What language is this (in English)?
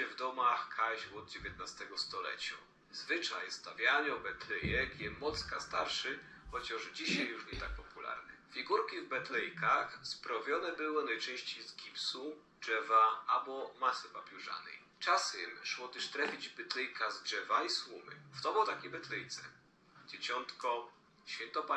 Silesian